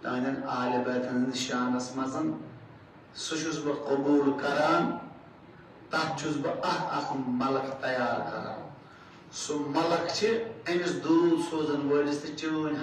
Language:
Kashmiri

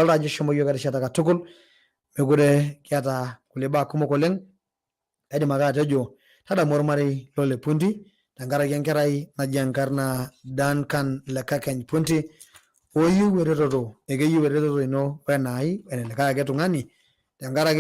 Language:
Masai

